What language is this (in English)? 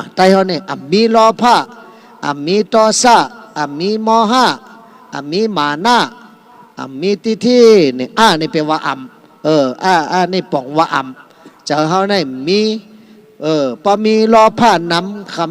Shan